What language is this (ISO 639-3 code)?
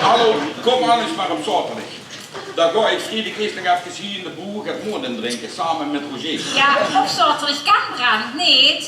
lim